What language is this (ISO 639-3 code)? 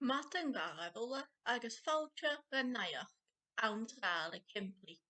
gla